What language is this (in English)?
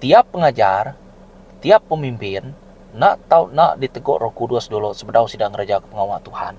Iban